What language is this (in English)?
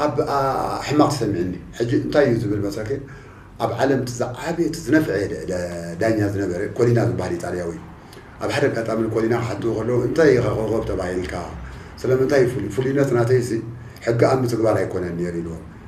Tigrinya